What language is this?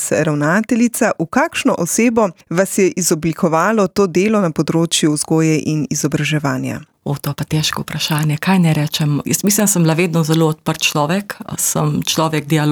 Slovenian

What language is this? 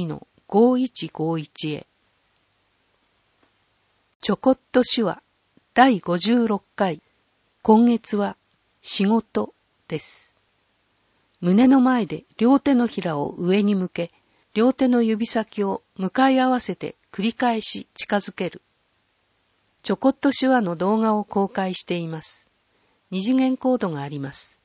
Japanese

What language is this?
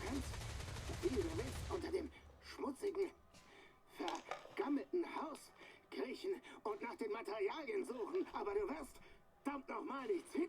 Bavarian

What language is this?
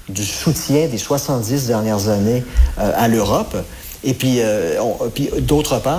French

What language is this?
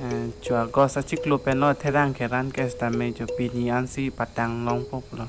Karbi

